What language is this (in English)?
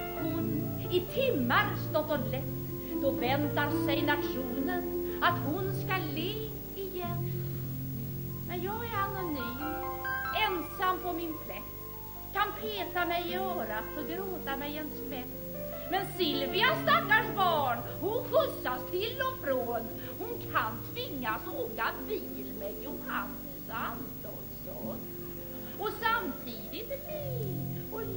Swedish